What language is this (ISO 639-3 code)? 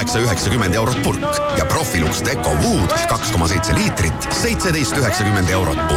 est